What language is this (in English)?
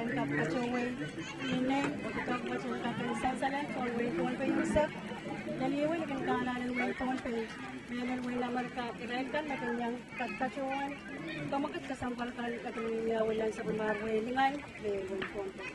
Pohnpeian